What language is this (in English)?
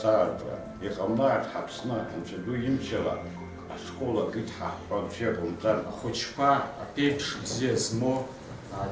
Abkhazian